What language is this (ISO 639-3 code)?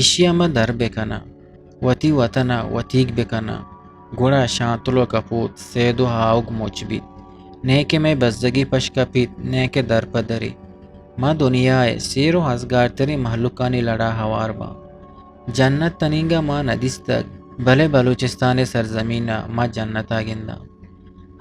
bgp